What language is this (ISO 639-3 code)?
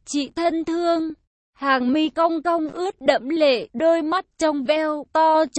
vie